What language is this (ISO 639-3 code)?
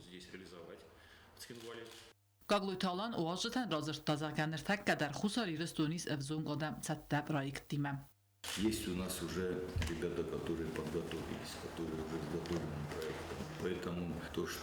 oss